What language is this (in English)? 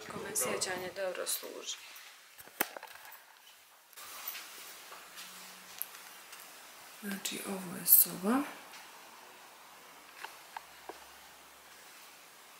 Bosnian